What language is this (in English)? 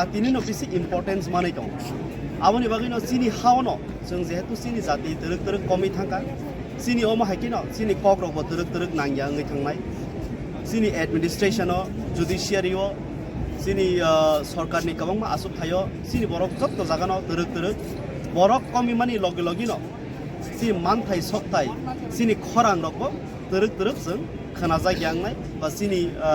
Kok Borok